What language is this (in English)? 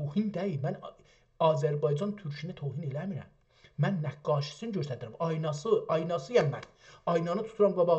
South Azerbaijani